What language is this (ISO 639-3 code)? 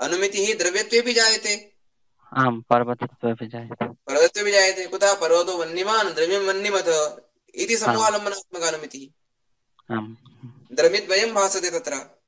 san